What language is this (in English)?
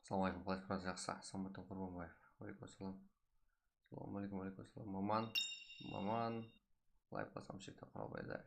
Kara-Kalpak